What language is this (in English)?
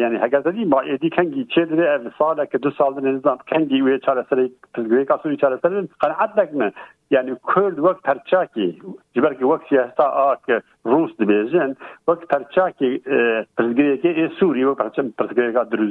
Kurdish